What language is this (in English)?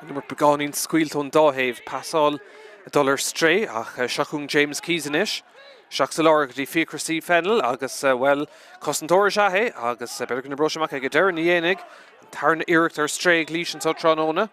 Irish